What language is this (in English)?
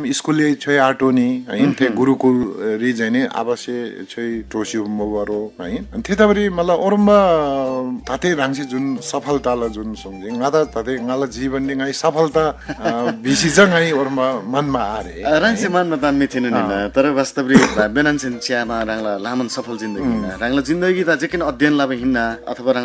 Eastern Tamang